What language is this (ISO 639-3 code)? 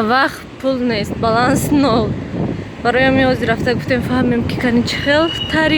tgk